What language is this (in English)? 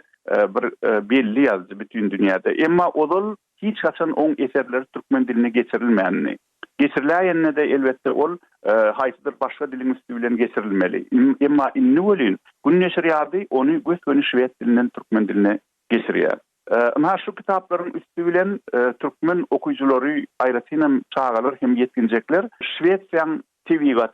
Turkmen